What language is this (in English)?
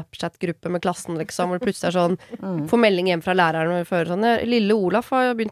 Norwegian